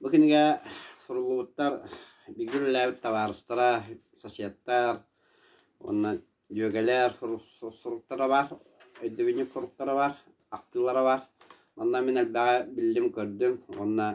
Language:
Yakut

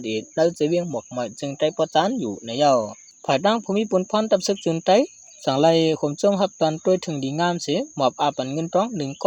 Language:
Shan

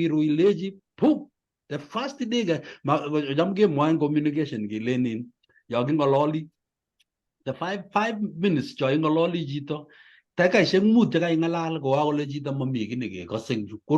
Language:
Kalenjin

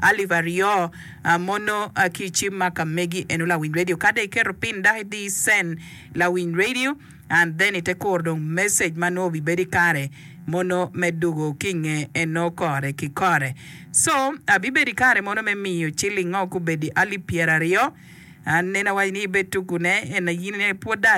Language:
Acoli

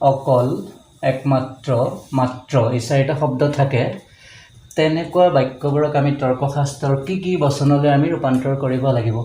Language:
Assamese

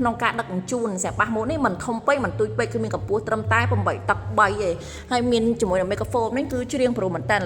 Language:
Khmer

